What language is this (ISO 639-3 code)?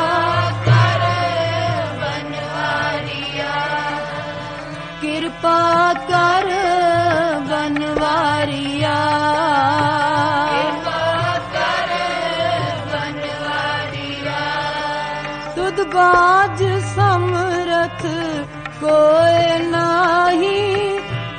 pan